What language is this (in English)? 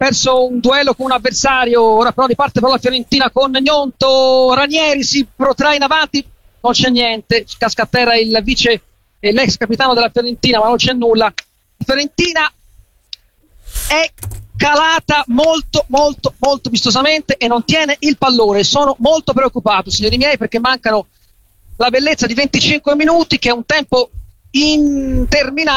Italian